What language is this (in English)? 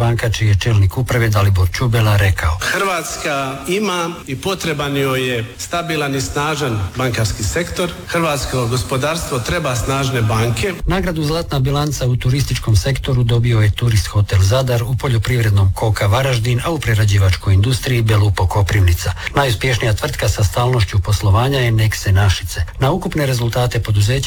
Croatian